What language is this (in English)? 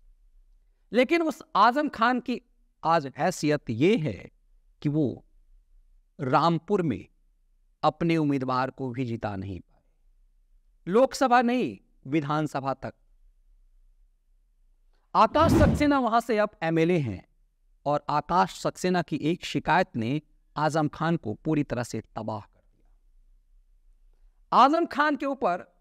Hindi